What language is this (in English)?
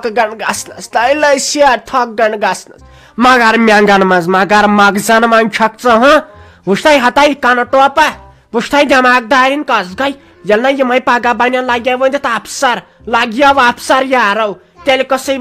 Kashmiri